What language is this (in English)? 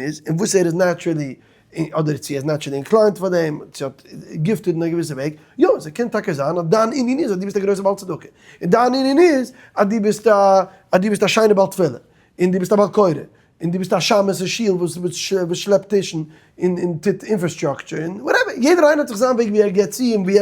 Yiddish